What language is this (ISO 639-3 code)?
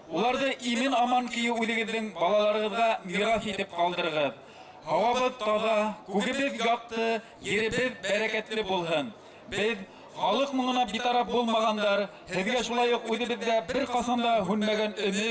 bak